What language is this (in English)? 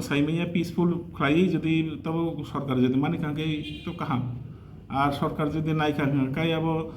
Kok Borok